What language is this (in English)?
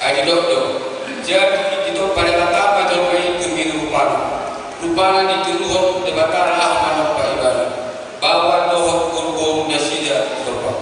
Batak Toba